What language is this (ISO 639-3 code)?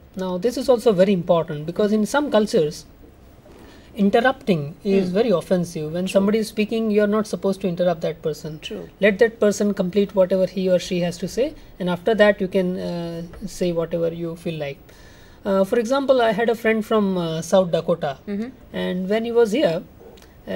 eng